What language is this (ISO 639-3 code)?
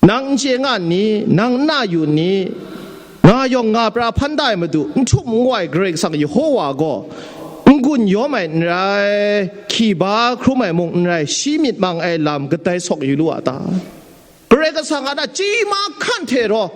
kac